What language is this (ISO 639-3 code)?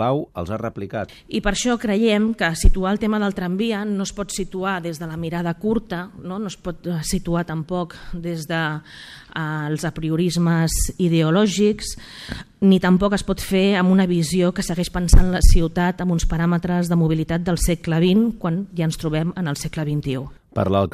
cat